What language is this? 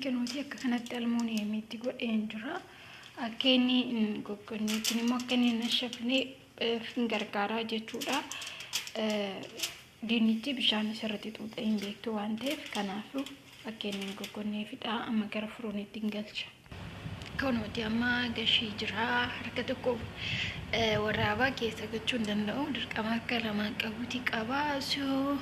Oromo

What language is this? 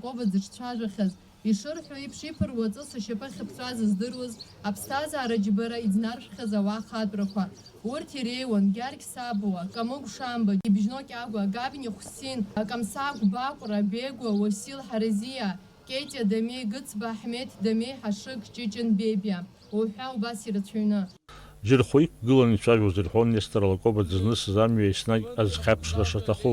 Abkhazian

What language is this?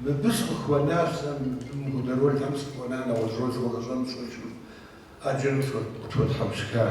Kabardian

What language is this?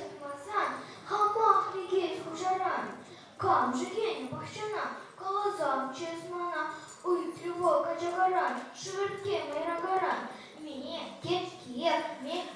Chuvash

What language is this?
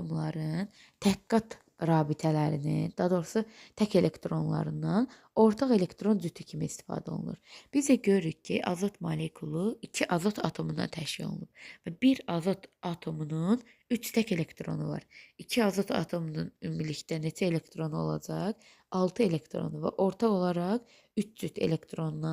Azerbaijani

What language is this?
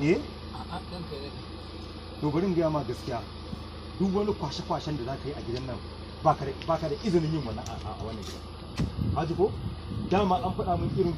Hausa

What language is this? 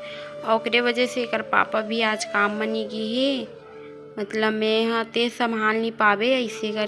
Chhattisgarhi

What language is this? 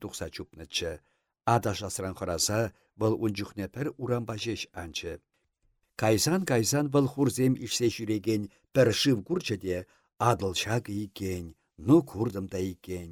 Chuvash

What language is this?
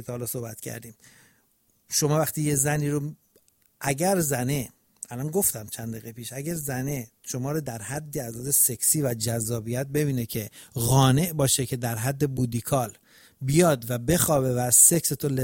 Persian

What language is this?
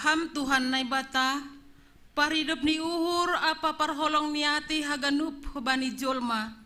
Batak Simalungun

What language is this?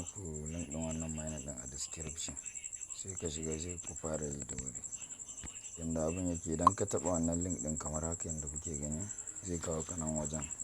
Hausa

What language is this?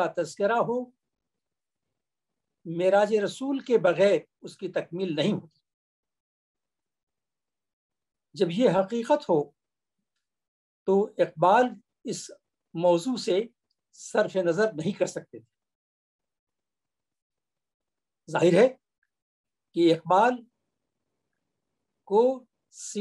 Urdu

